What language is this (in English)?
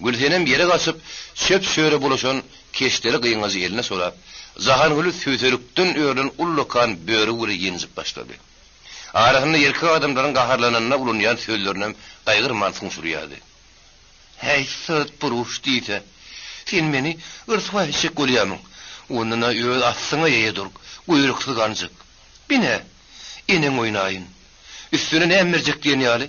Turkmen